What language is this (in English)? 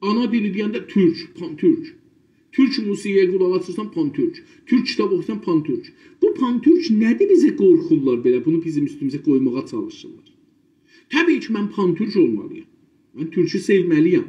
South Azerbaijani